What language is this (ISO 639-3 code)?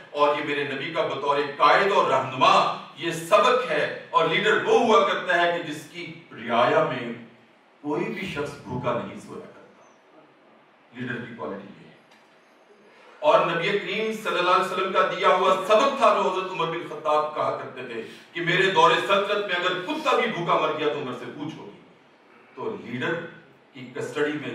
urd